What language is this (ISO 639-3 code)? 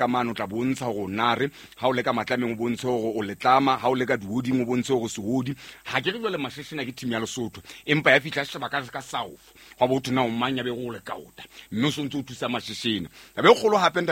sot